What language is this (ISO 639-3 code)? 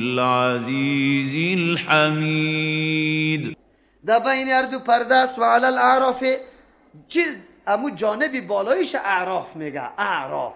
fas